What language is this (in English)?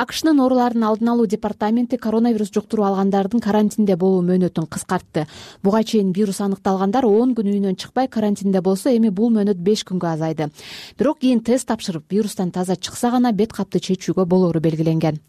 Kyrgyz